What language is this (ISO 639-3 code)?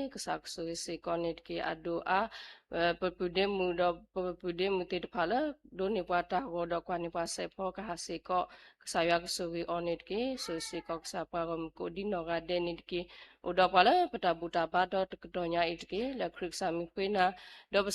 ksw